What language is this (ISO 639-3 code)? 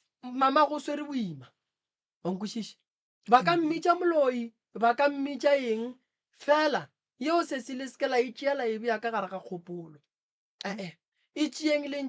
nso